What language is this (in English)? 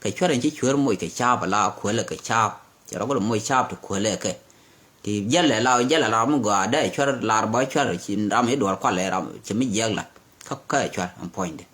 Nuer